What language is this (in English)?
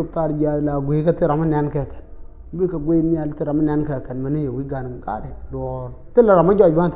Nuer